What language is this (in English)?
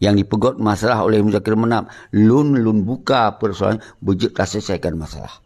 Achinese